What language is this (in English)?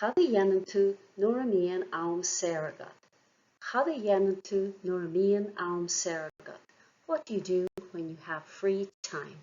Irish